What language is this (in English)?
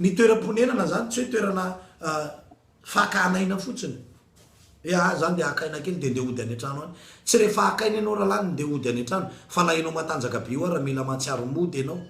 Malagasy